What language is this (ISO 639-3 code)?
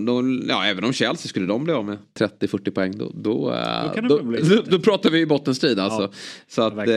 swe